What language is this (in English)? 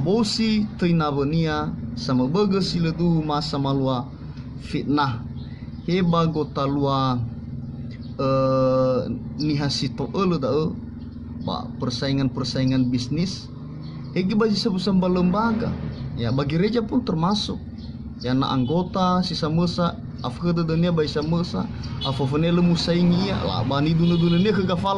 Nias